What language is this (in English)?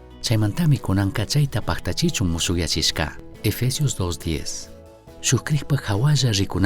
Chimborazo Highland Quichua